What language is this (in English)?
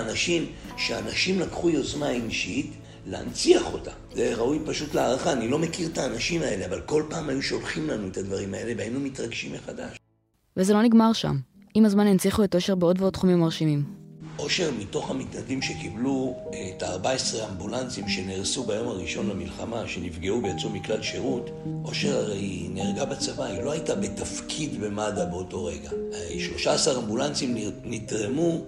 Hebrew